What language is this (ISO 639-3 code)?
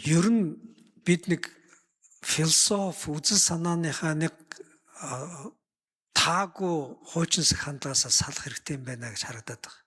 mon